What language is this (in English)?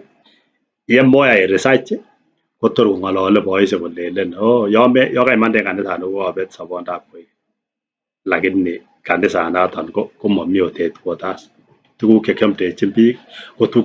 Kalenjin